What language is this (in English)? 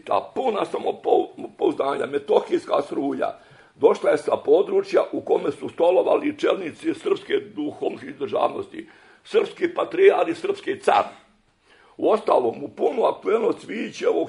Serbian